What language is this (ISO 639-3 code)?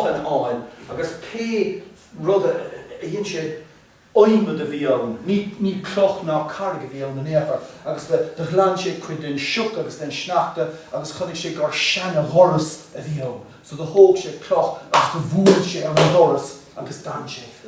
gle